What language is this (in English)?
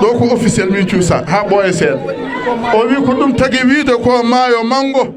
Fula